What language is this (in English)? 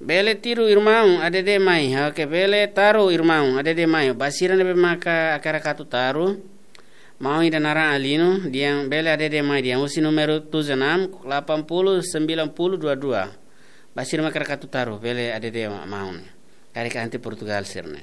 Tetum